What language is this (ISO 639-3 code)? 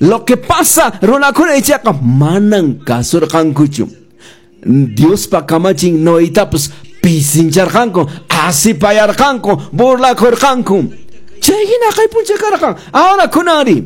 que